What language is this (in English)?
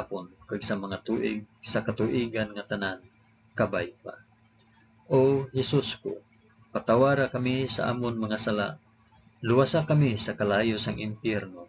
Hiligaynon